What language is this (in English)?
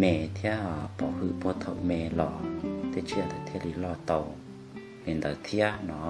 Hmong